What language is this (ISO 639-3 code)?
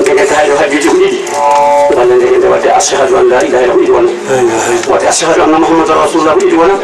ful